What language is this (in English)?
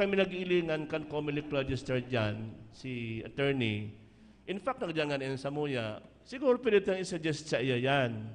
Bikol